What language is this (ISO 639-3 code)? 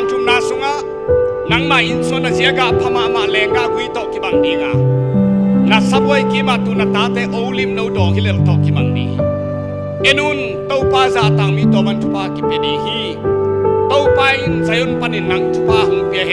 ctd